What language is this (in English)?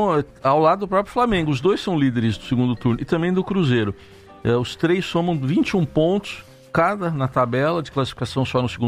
Portuguese